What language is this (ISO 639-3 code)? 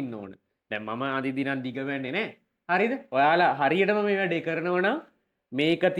sin